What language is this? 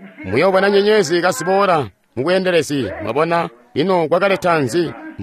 Tonga (Zambia)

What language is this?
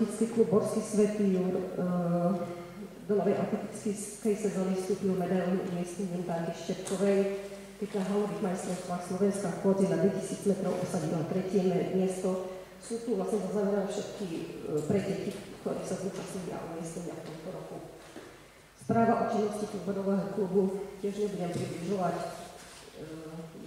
Slovak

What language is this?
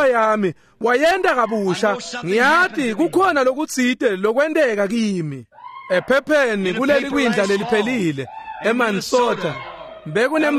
Swati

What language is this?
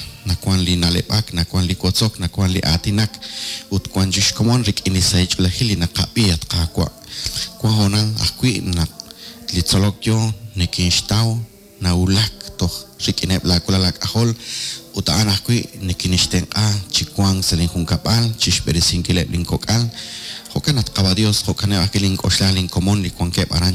Kekchí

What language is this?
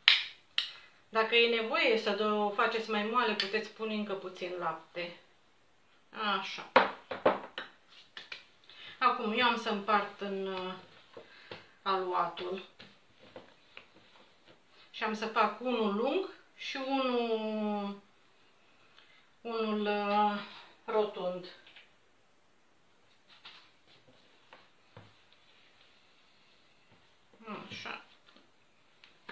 Romanian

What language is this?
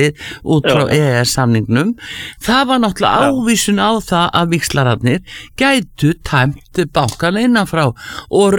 Icelandic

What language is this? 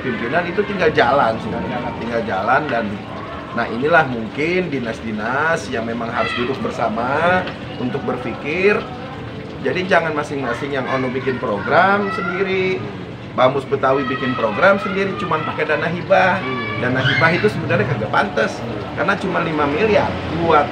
Betawi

